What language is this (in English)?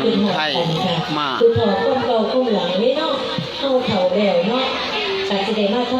Northeastern Thai